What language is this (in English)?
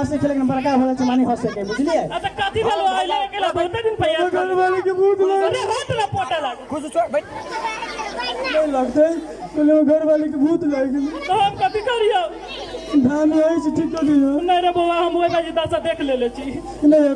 Maithili